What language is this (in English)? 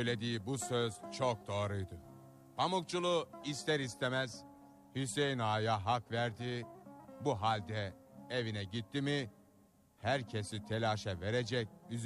Turkish